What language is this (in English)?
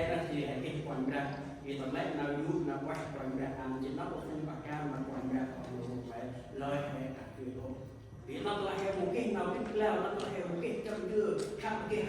Central Mnong